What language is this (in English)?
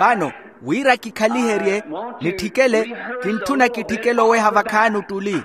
Makhuwa